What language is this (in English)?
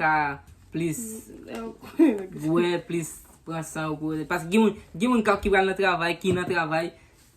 Haitian Creole